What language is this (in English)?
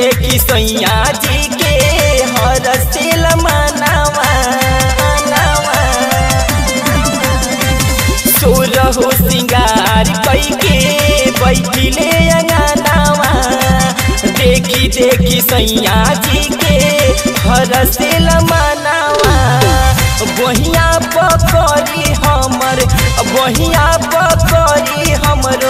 Bhojpuri